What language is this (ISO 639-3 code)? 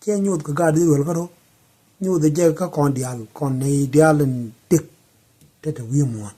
nus